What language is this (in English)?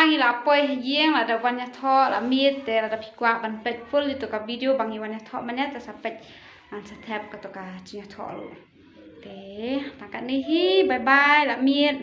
Khasi